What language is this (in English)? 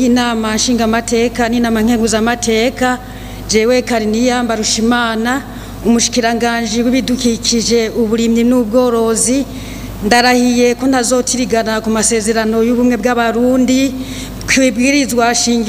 Rundi